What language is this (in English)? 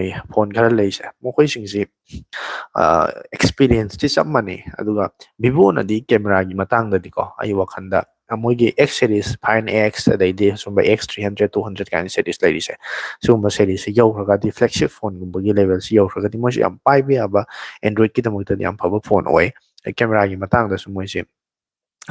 Manipuri